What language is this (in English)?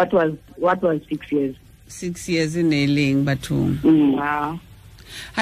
Tswana